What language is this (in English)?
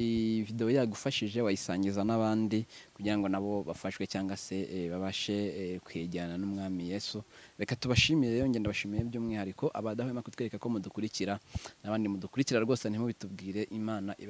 Kinyarwanda